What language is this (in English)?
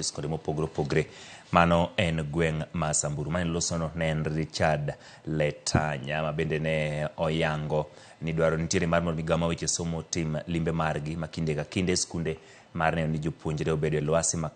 Luo (Kenya and Tanzania)